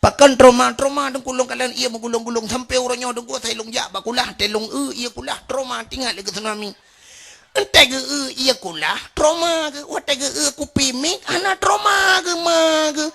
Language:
Achinese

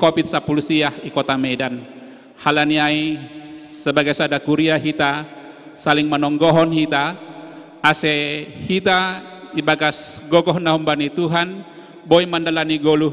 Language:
Batak Simalungun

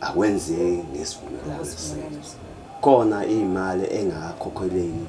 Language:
Zulu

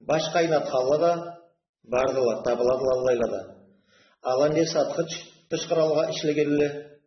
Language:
Karachay-Balkar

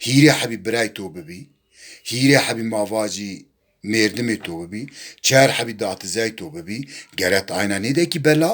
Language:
Zaza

